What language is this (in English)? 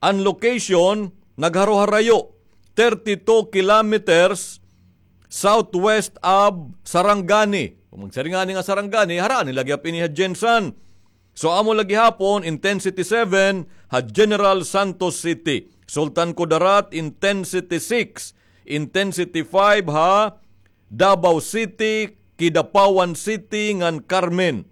Waray